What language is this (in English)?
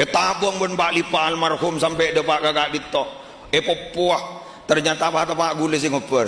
Madurese